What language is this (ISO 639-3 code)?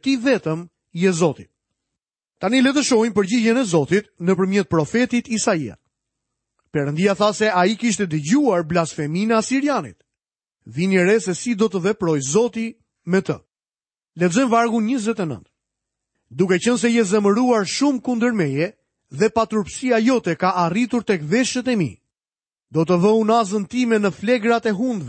sqi